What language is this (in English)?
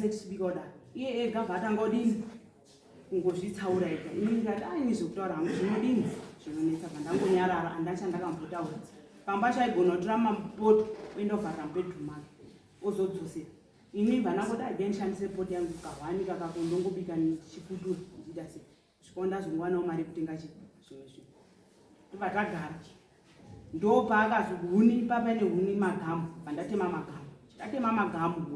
Shona